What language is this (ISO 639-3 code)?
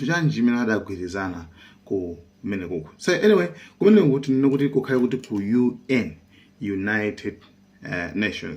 nya